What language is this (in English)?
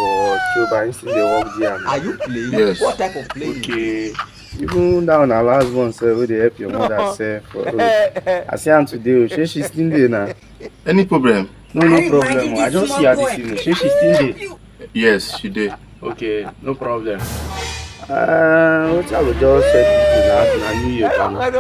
Nigerian Pidgin